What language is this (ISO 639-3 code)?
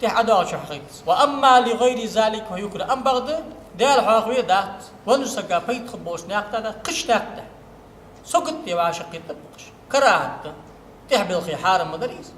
inh